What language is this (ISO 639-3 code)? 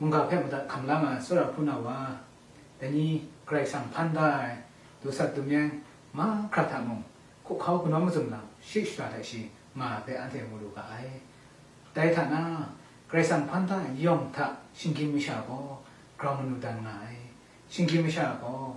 kac